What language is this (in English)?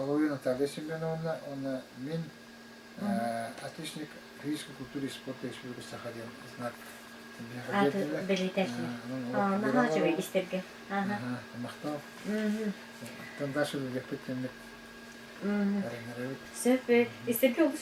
Yakut